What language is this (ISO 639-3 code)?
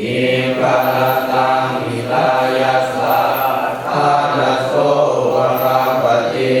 pli